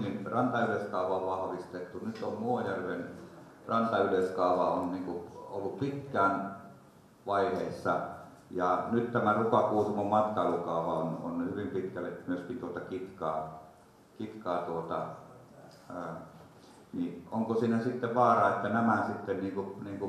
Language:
Finnish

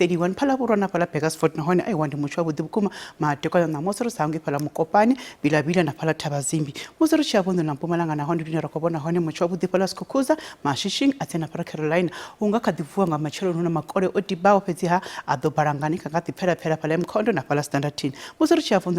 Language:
Venda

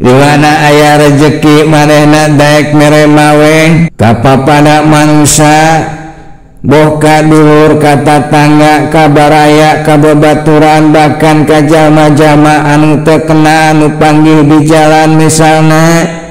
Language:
Sundanese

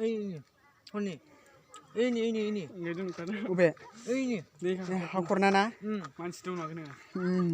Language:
Bodo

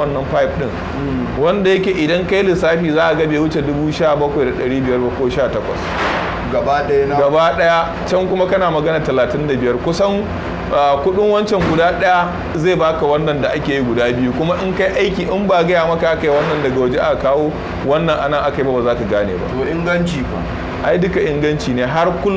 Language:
Hausa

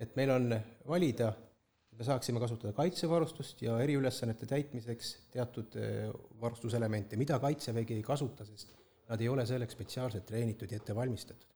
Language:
Estonian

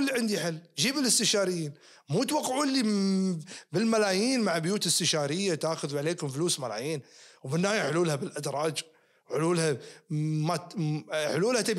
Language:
Najdi Arabic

